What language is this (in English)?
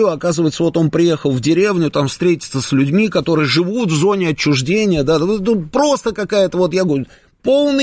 Russian